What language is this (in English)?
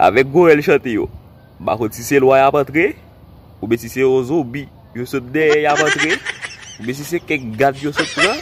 Haitian Creole